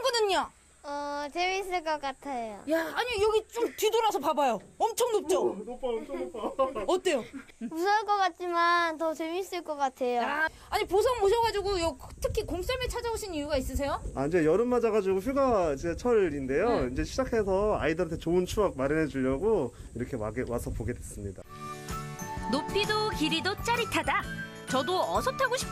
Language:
Korean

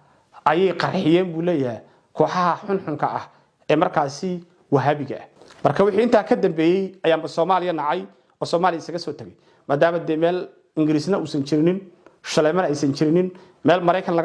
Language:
Somali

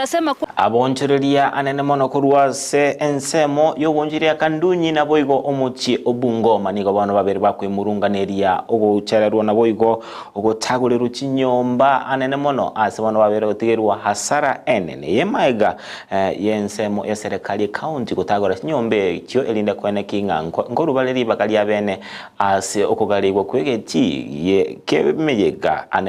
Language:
Gusii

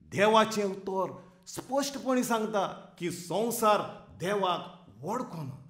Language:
Konkani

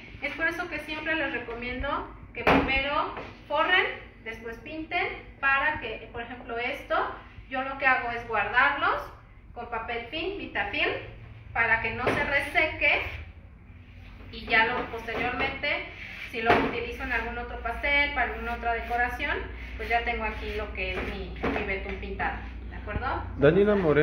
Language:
Spanish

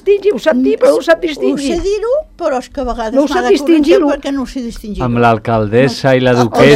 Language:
Catalan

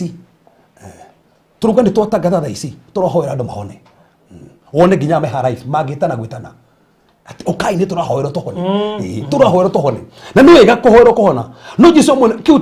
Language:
Kikuyu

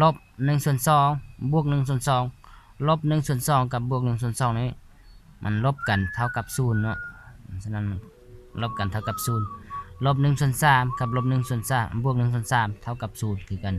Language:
Lao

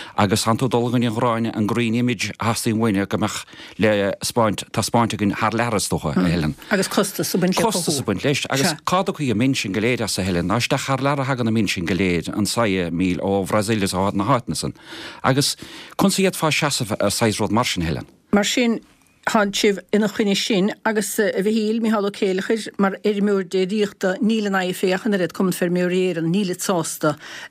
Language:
Irish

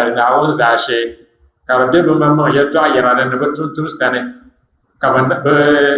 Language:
Dagbani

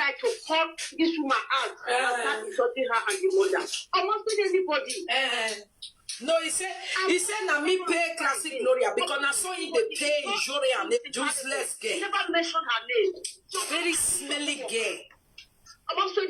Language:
Nigerian Pidgin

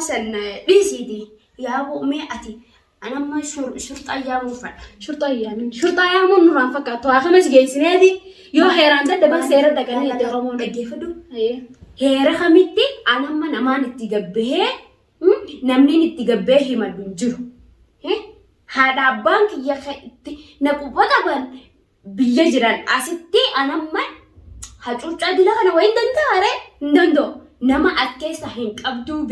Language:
Oromo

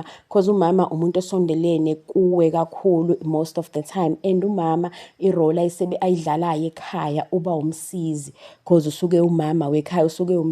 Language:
Zulu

